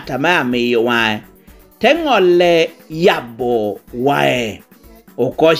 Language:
Lango (Uganda)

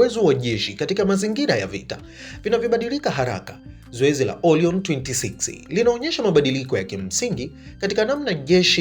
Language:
Swahili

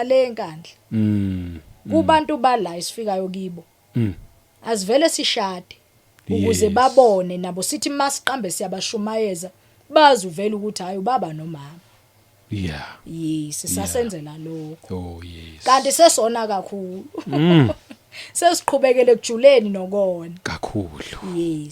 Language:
Zulu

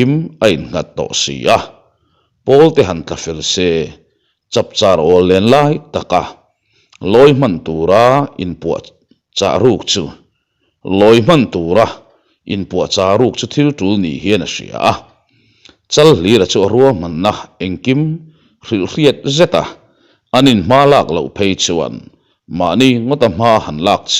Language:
Mizo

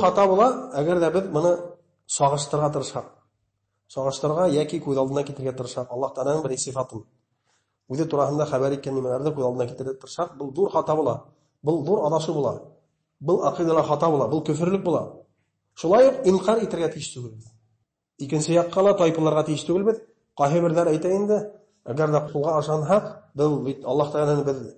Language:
Bashkir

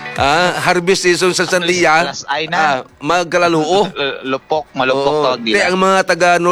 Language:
Hiligaynon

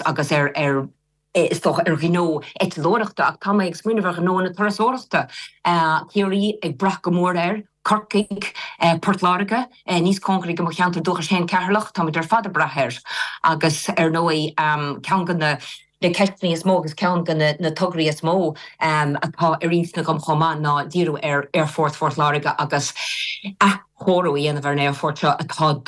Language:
Irish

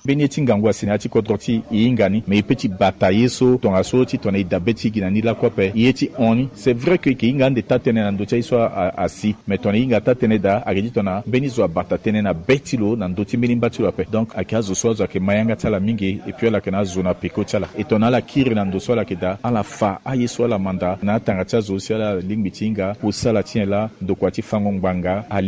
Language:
Sango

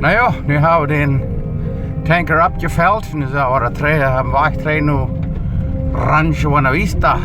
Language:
Plautdietsch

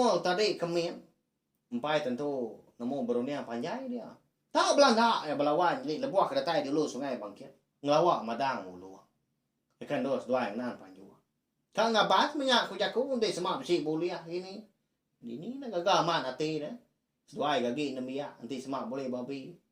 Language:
Iban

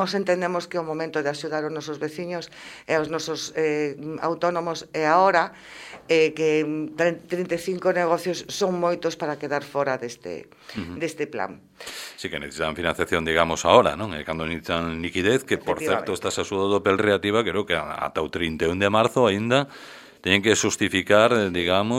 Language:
Galician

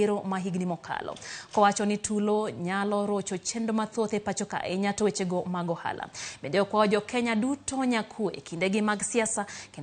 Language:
Luo (Kenya and Tanzania)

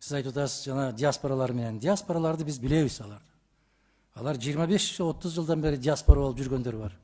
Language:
Kyrgyz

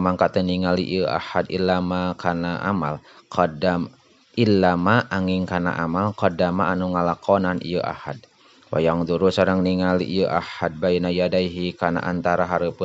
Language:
Sundanese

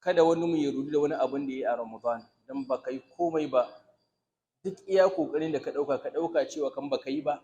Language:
Hausa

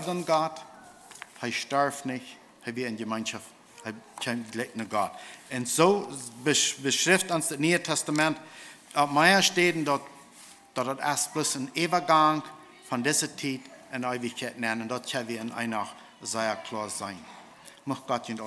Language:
Plautdietsch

